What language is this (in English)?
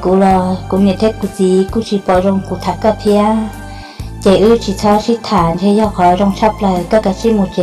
Hmong